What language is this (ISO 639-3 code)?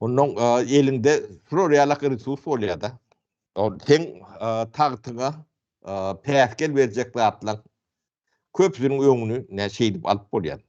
tuk